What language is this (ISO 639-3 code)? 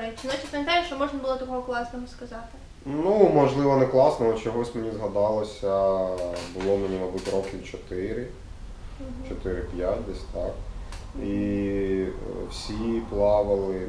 ukr